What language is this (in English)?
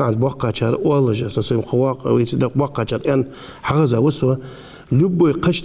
Ingush